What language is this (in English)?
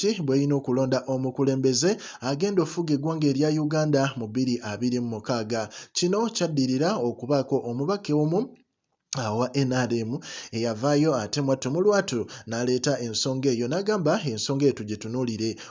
Ganda